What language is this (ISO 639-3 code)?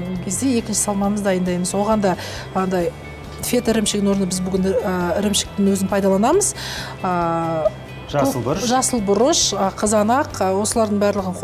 kaz